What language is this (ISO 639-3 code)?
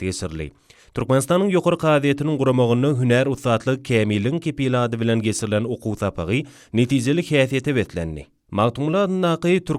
tuk